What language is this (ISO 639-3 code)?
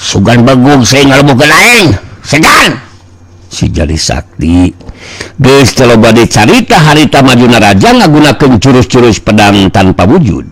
sun